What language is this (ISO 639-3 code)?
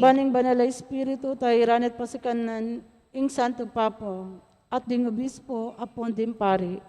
pam